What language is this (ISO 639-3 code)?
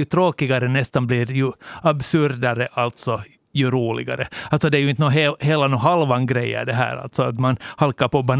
swe